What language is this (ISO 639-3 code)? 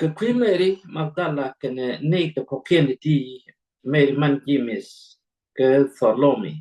nus